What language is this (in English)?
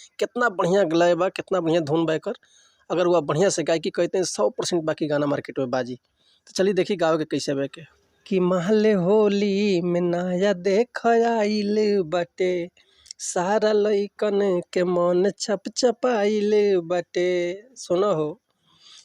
Bhojpuri